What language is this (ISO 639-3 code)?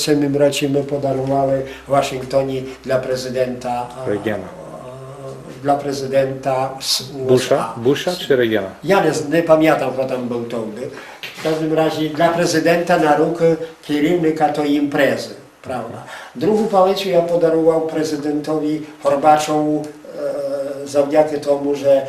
rue